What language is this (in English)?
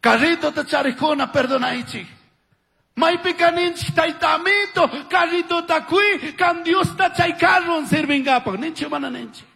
Chimborazo Highland Quichua